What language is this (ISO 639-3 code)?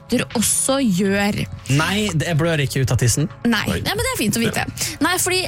nor